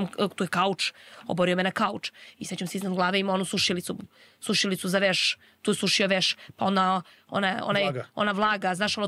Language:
Serbian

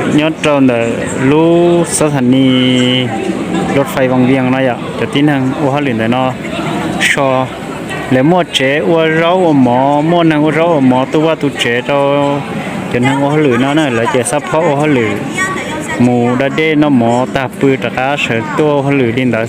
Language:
Hmong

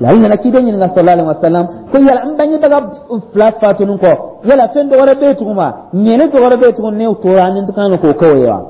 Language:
Dyula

